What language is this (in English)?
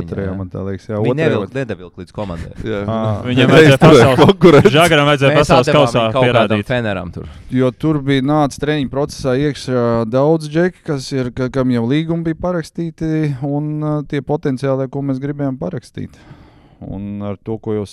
Latvian